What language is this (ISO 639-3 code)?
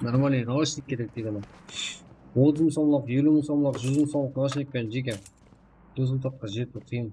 kaa